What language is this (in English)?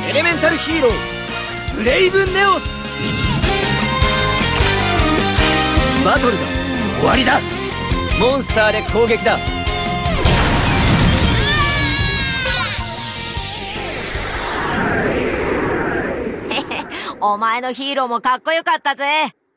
Japanese